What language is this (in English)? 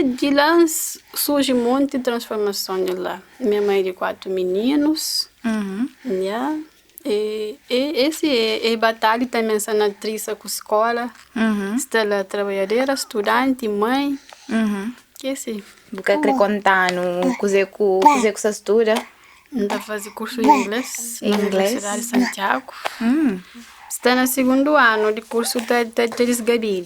Kabuverdianu